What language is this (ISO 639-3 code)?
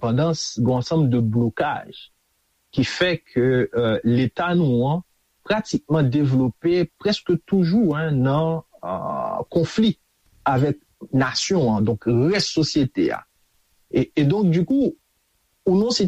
hat